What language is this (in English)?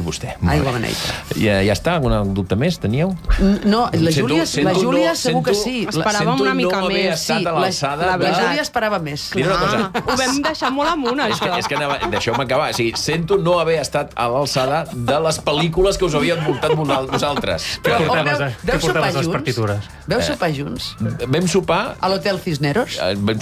Catalan